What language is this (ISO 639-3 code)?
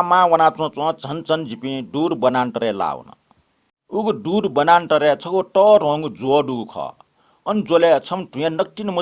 new